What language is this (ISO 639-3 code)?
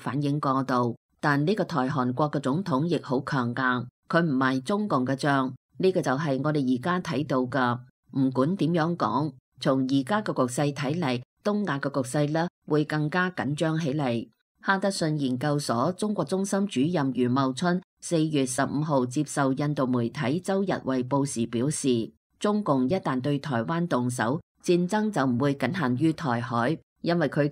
yue